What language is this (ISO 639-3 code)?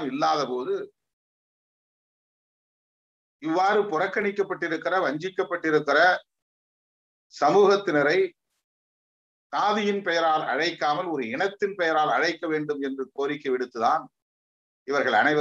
tam